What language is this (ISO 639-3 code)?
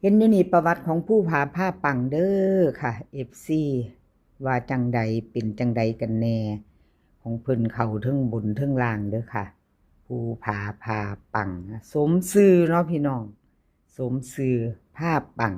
tts